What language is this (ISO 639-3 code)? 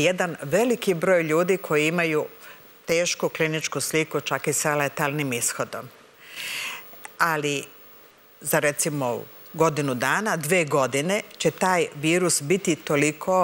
srp